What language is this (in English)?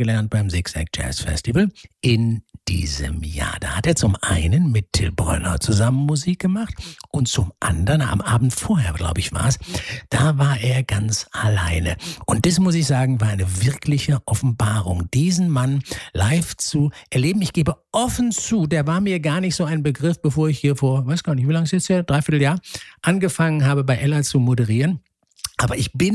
German